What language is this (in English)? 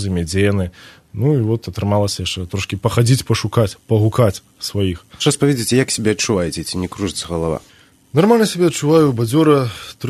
Belarusian